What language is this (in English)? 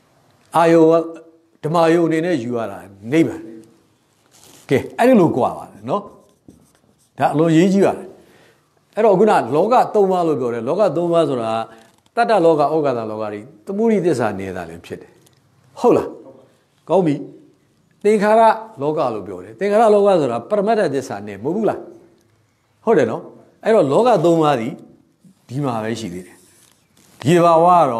Burmese